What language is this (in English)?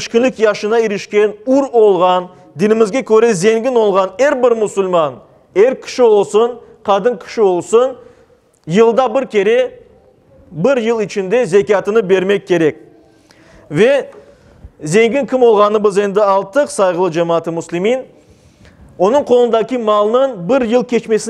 Crimean Tatar